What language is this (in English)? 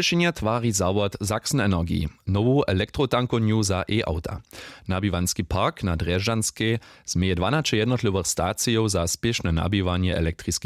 Upper Sorbian